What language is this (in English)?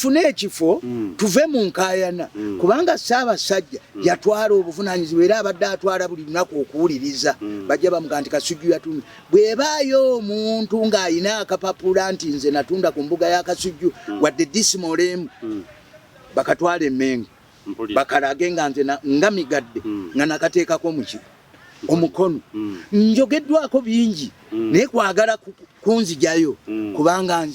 Ganda